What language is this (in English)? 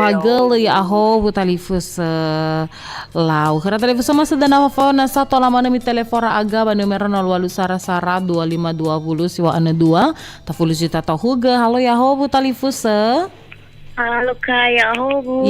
Nias